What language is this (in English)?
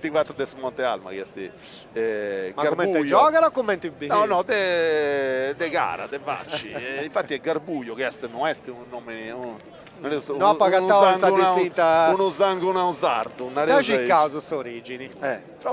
Sardinian